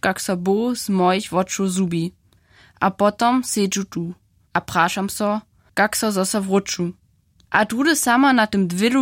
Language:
Upper Sorbian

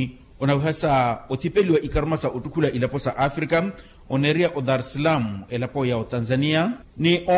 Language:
Makhuwa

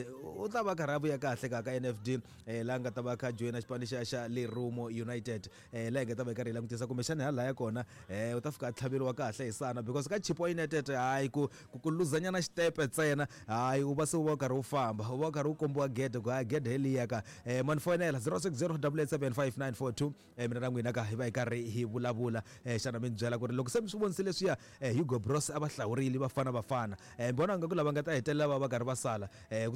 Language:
Tsonga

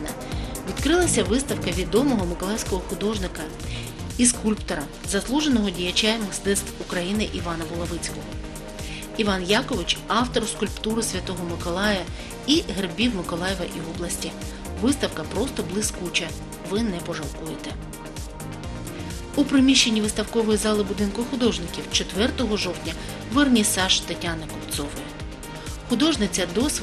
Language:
Ukrainian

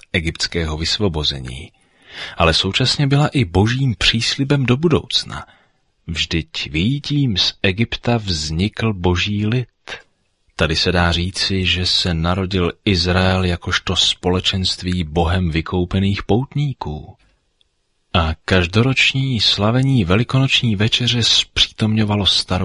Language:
Czech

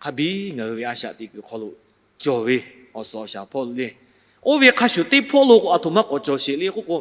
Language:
Lahu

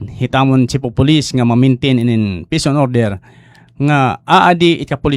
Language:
Waray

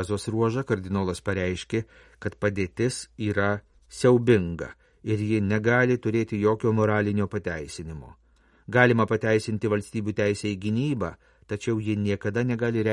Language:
Lithuanian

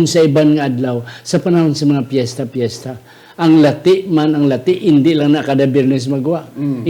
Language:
Hiligaynon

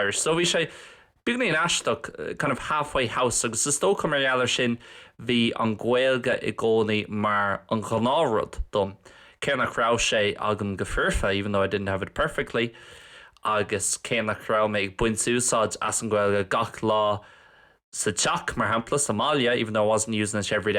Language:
Irish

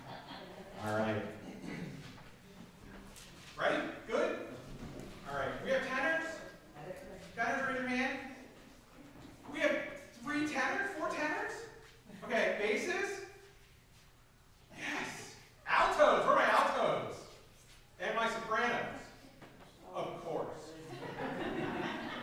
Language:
English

